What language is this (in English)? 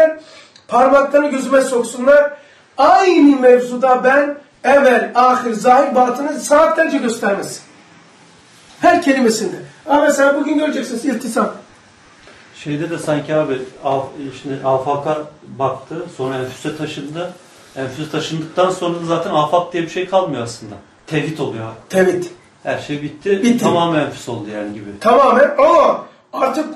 Turkish